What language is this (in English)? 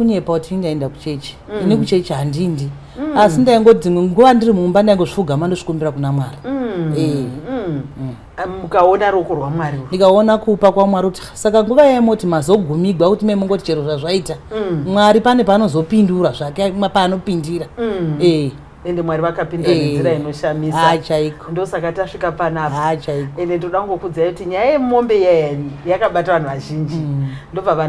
Shona